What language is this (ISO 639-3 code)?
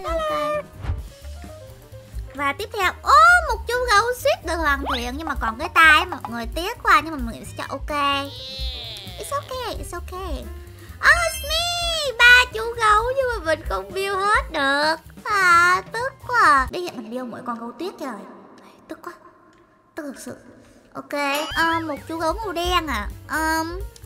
vie